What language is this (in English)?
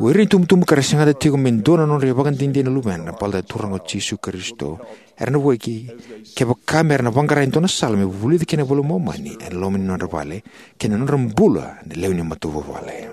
Fijian